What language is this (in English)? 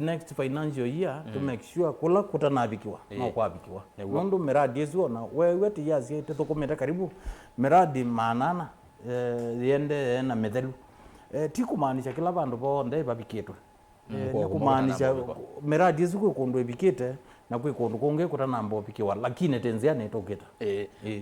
Kamba